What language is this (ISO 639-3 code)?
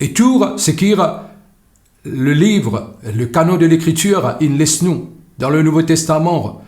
mfe